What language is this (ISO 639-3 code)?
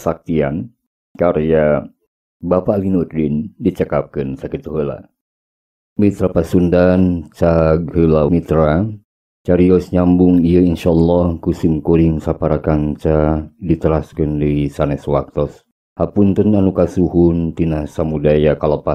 sun